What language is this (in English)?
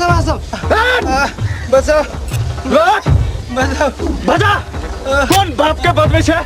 Maithili